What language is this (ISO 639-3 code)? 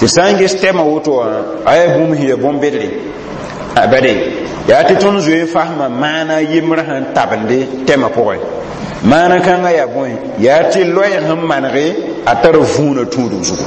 mos